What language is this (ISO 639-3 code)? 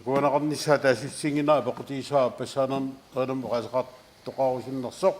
kal